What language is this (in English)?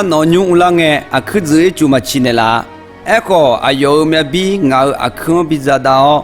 Akha